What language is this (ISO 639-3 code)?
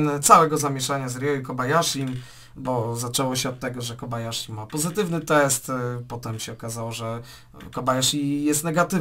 pol